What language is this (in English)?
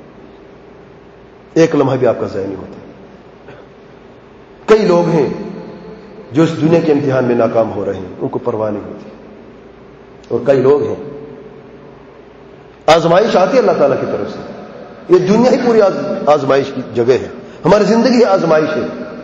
Urdu